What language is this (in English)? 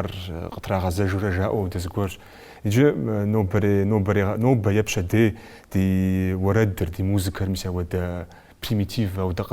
Kabardian